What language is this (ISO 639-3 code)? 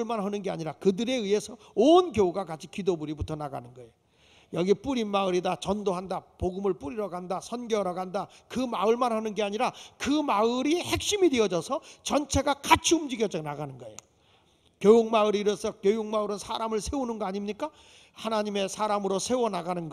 kor